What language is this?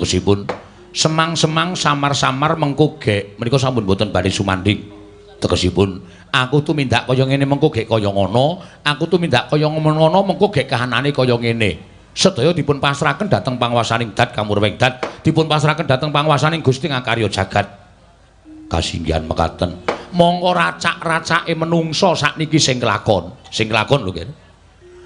Javanese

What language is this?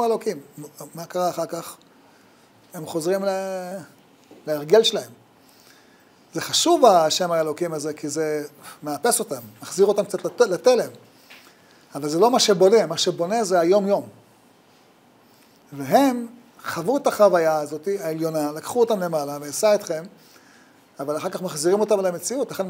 Hebrew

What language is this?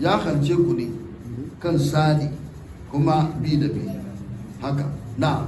Hausa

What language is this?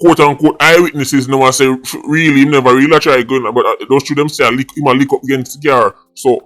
Jamaican Creole English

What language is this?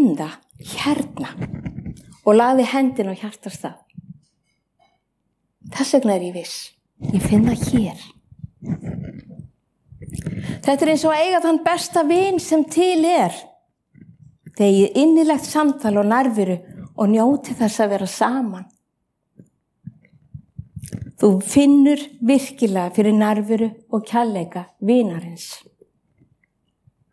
Icelandic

